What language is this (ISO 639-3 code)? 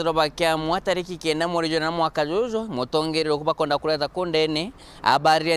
mer